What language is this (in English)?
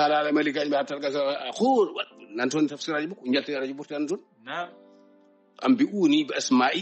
Fula